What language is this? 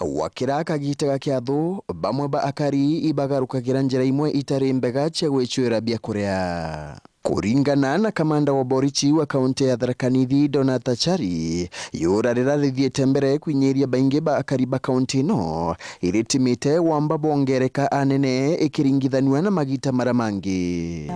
Meru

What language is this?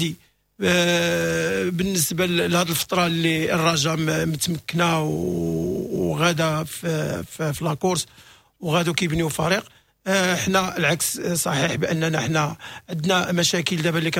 Moroccan Arabic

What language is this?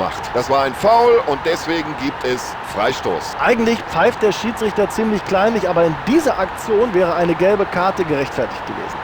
Bavarian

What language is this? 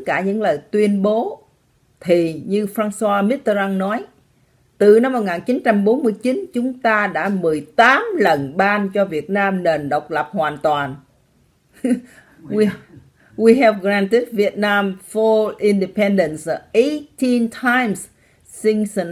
Vietnamese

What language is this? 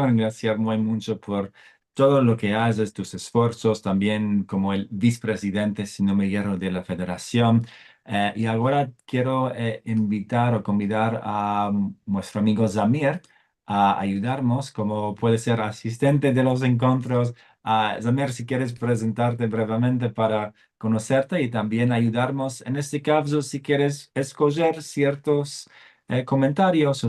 Ladino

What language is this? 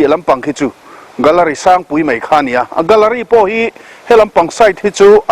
Mizo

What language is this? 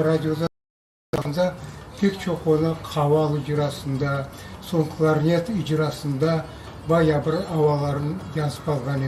Crimean Tatar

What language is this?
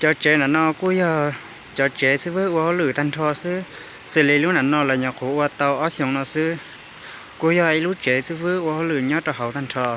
Hmong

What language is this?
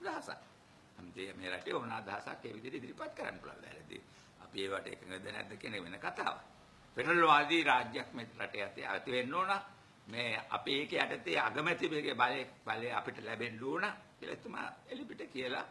Sinhala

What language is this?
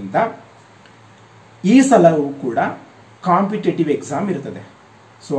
Kannada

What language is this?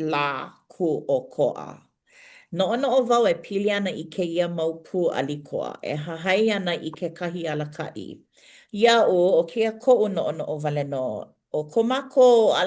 Hawaiian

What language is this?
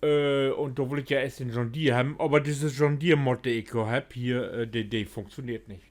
Low German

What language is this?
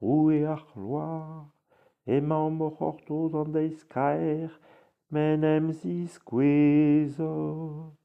Breton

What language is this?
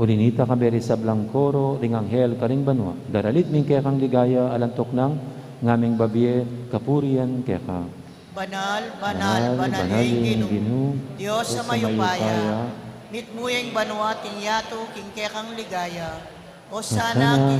Pampanga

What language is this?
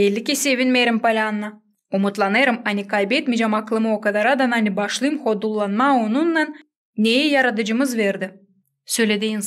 Gagauz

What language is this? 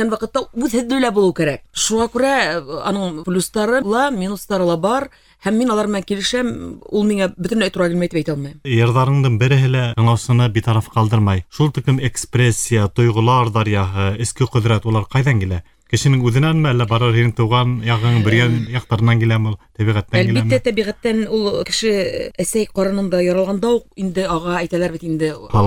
Bashkir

